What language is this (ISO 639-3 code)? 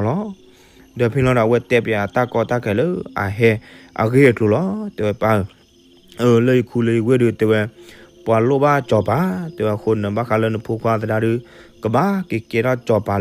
ksw